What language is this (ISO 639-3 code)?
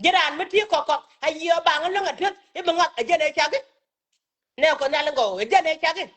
nus